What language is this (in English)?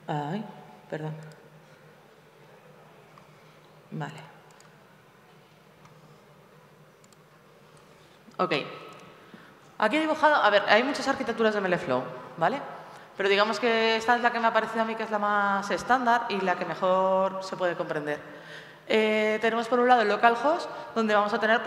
Spanish